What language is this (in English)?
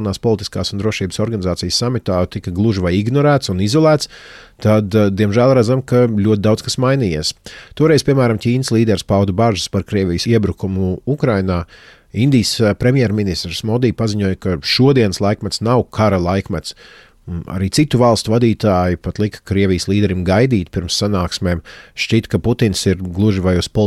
Latvian